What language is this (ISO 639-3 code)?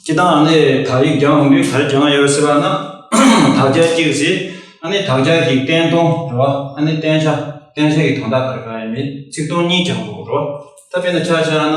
bod